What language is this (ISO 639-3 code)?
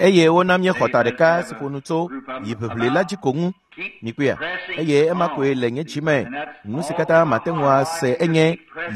ewe